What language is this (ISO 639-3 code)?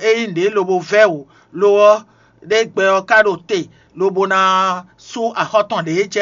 fon